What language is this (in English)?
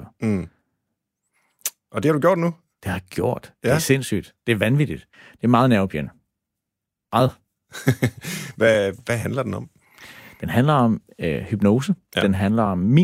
Danish